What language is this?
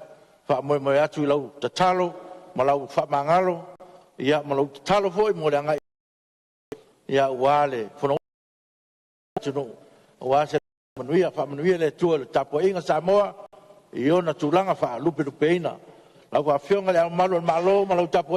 Samoan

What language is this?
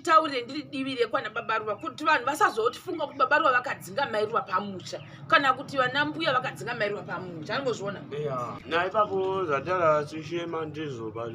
Shona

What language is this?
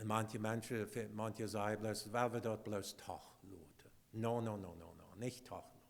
Plautdietsch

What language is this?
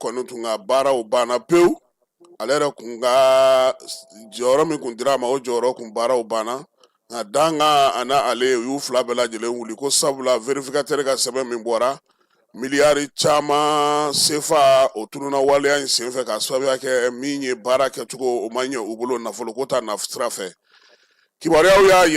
Bambara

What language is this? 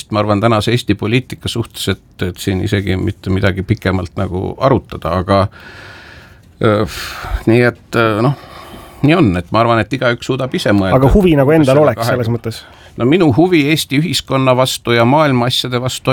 Estonian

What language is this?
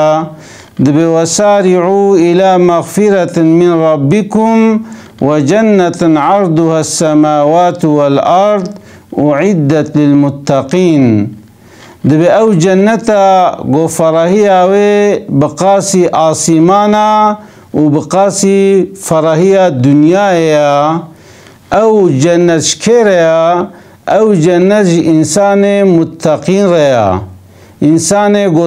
Kurdish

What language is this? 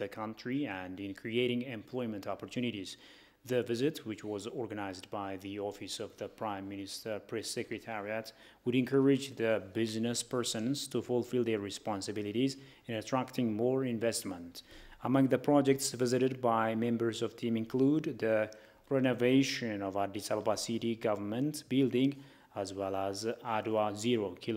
English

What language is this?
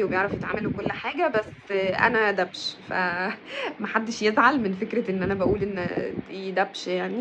Egyptian Arabic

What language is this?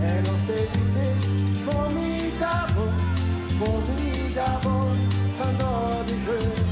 Limburgish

